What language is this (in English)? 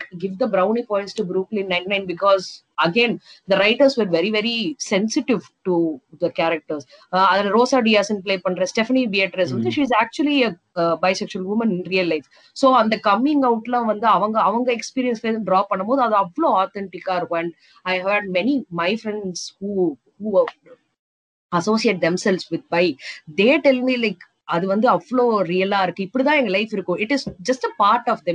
Tamil